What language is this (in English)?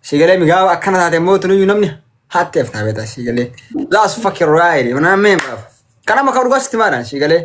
Oromo